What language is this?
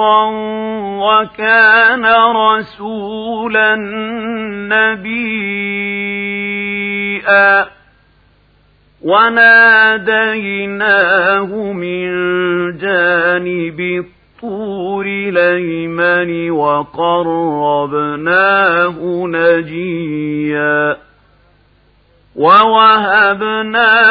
Arabic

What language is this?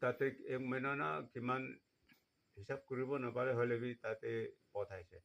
Naga Pidgin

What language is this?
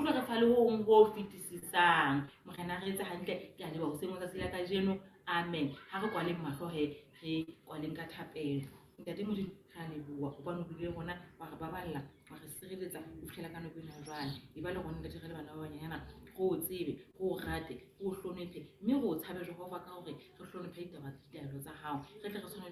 Southern Sotho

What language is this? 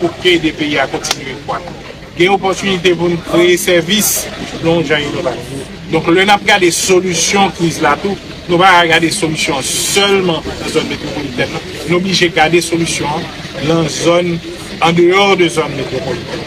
Haitian Creole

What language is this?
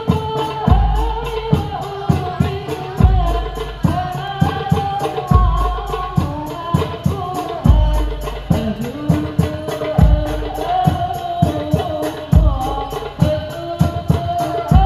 Indonesian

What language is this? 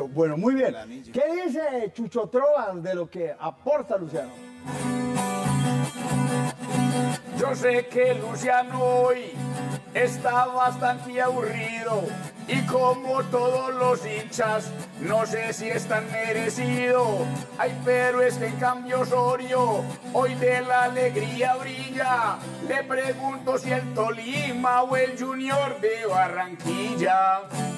Spanish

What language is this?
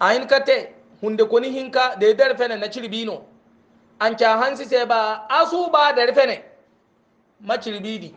Hausa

